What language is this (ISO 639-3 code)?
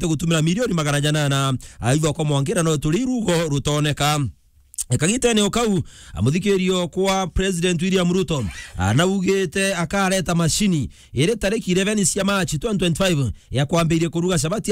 mer